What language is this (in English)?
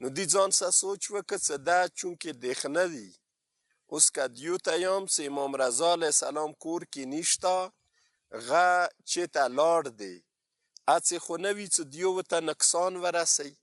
Pashto